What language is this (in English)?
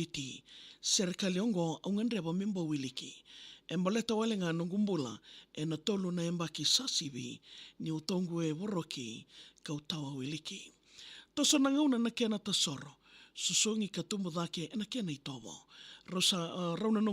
Fijian